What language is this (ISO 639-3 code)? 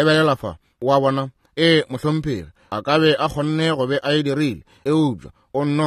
nso